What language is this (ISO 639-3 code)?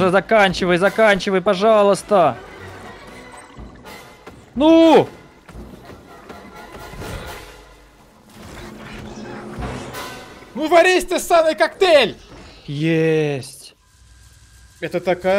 rus